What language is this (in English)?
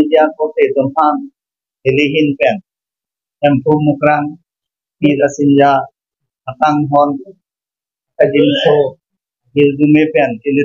Karbi